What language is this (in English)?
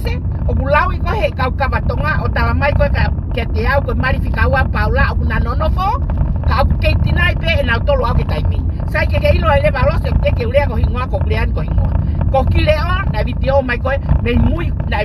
Tongan